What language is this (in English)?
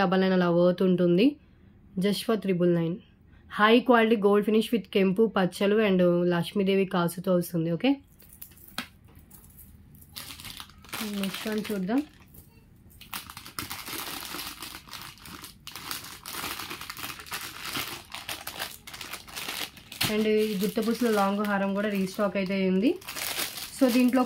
Telugu